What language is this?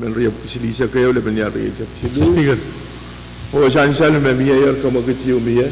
Pohnpeian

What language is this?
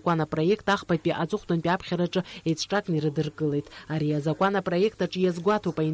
Abkhazian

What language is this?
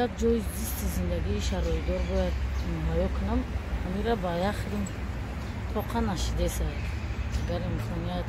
Tajik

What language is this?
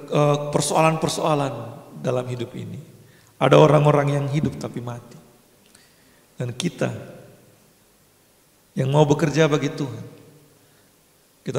Indonesian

